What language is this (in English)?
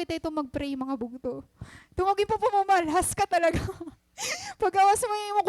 Waray